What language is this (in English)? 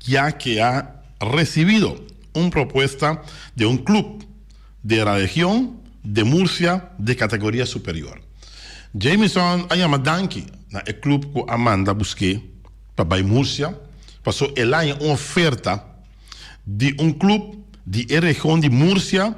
Papiamento